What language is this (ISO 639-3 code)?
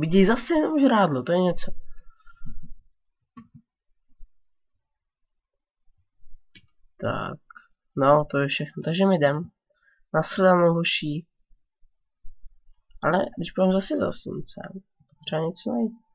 ces